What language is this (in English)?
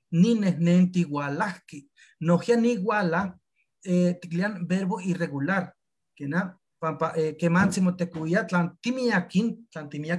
Eastern Huasteca Nahuatl